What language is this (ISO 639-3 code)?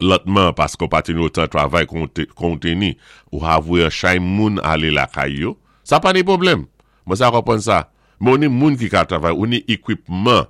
acf